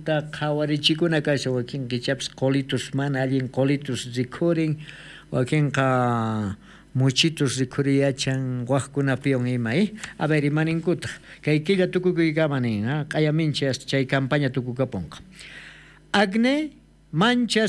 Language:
South Bolivian Quechua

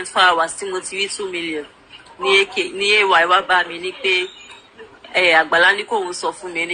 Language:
Yoruba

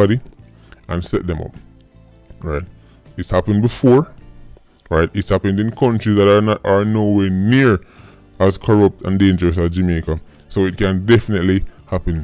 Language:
Jamaican Creole English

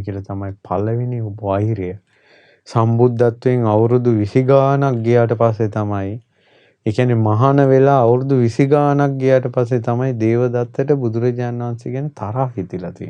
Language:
Sinhala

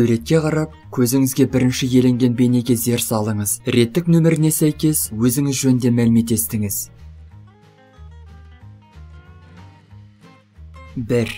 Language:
Kazakh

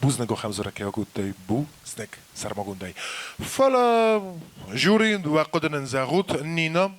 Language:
Ossetic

